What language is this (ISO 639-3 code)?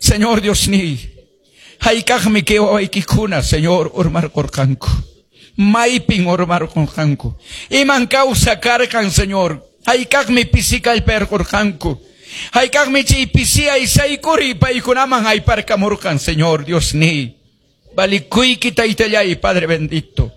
que